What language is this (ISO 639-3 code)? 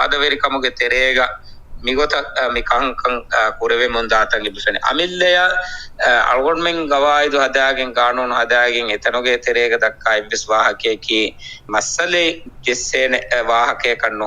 div